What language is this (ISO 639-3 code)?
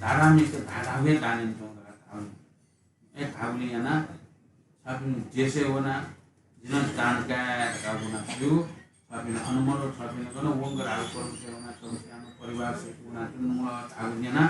new